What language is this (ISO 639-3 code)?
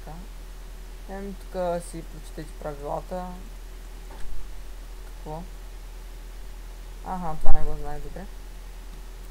bul